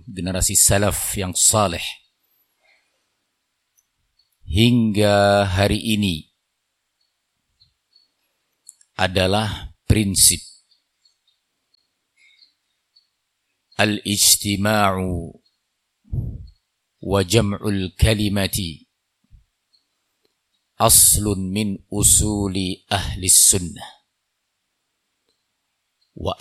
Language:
Indonesian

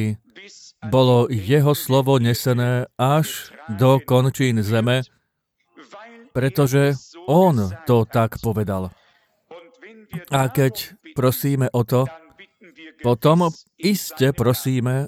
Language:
Slovak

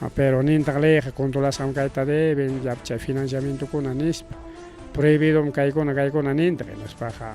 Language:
Ayacucho Quechua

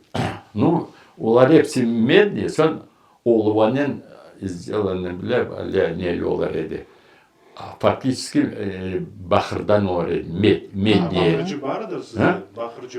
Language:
Crimean Tatar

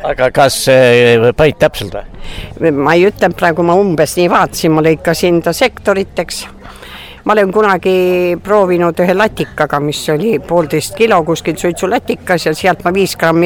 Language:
Estonian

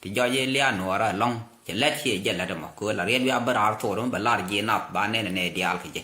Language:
Nuer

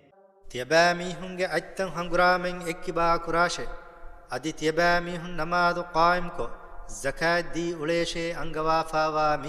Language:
Divehi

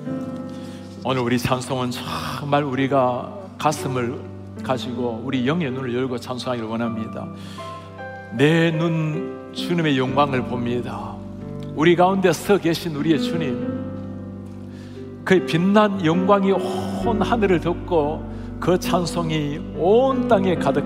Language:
Korean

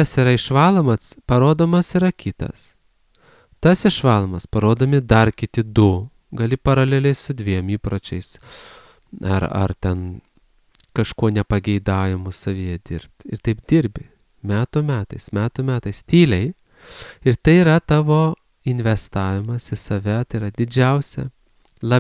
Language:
Lithuanian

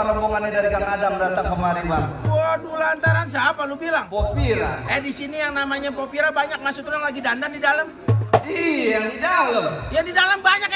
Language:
Betawi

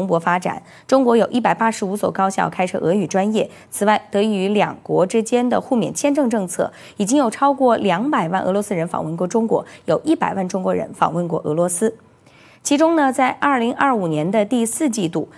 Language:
Chinese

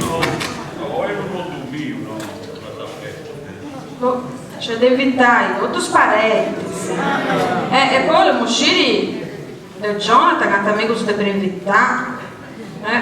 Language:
Sardinian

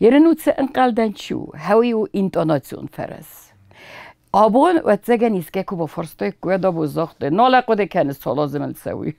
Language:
Ossetic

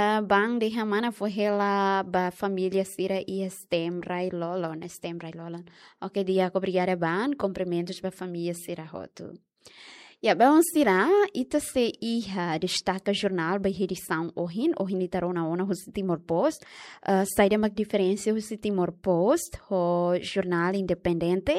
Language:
Tetum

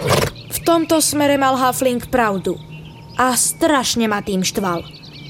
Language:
Slovak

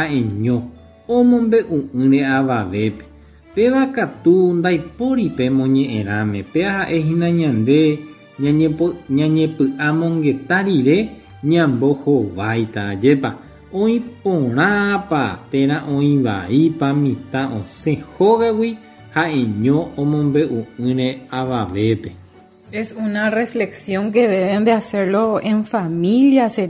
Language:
Guarani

